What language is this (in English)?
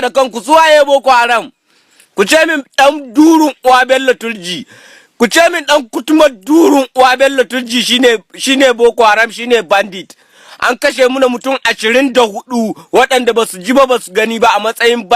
Hausa